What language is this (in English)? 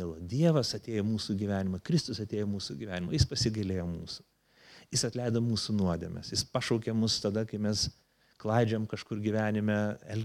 Lithuanian